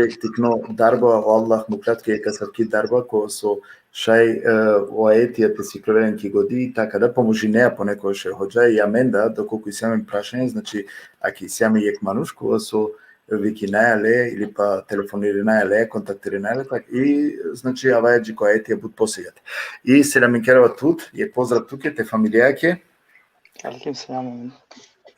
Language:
Balkan Romani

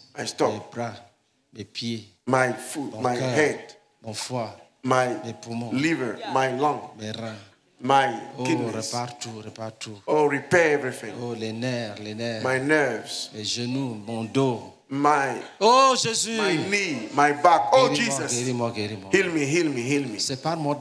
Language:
French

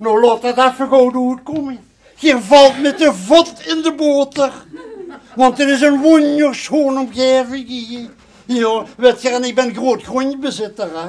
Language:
Limburgish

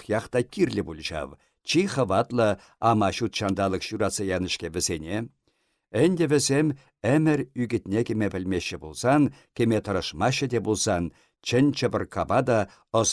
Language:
Chuvash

